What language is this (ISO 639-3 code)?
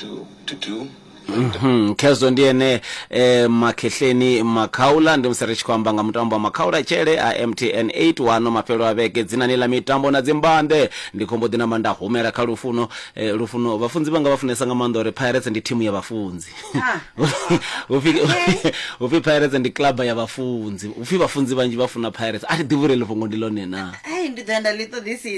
ven